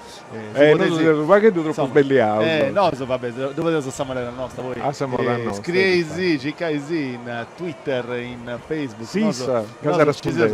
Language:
Sardinian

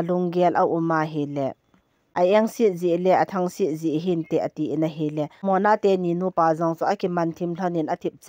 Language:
Thado Chin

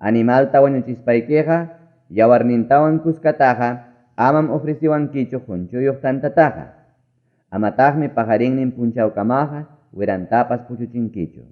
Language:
Ayacucho Quechua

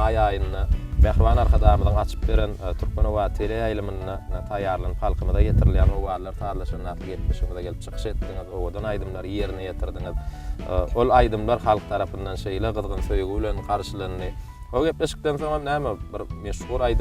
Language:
Turkmen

